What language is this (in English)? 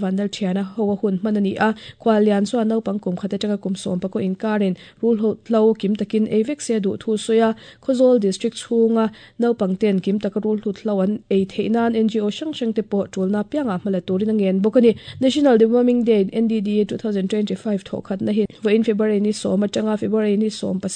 Mizo